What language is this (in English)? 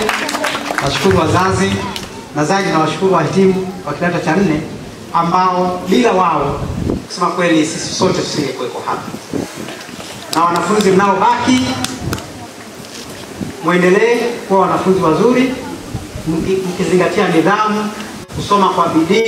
Swahili